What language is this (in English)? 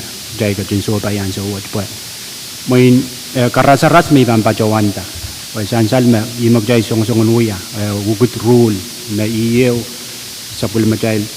Pohnpeian